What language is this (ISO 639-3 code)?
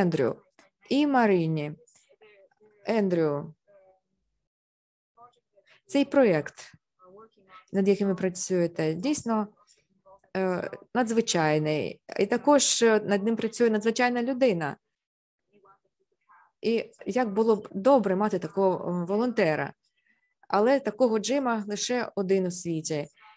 ukr